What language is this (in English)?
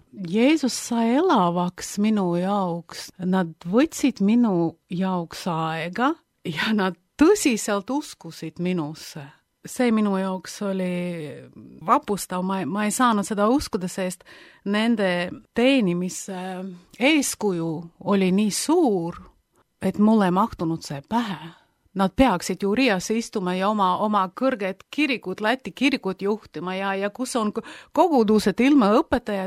Estonian